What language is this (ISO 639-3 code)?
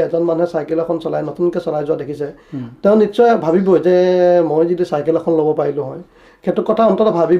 asm